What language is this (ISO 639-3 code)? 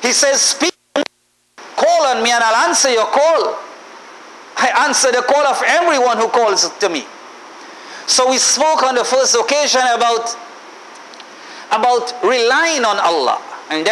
eng